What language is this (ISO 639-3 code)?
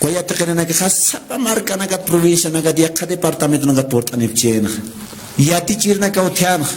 aym